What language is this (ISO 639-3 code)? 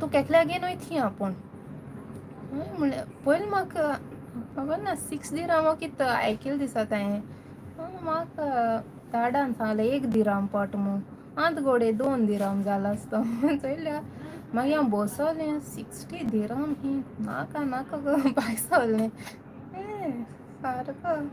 kok